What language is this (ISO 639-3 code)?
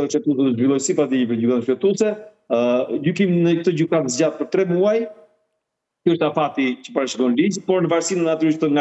sqi